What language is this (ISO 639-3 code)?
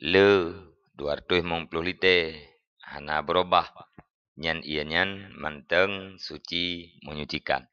ace